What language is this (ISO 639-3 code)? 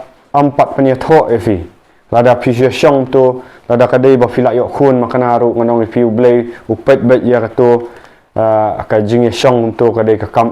kha